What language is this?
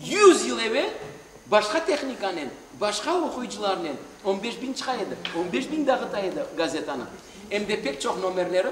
Crimean Tatar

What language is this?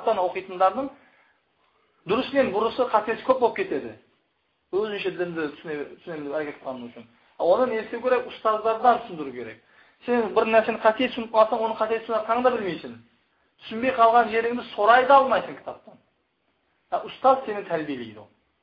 Kazakh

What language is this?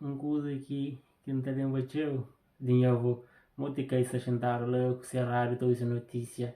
Kabuverdianu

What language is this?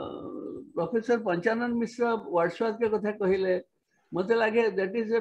Odia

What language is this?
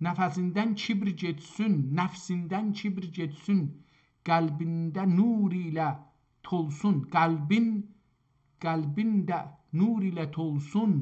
South Azerbaijani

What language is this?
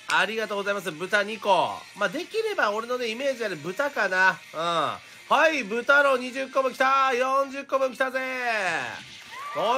Japanese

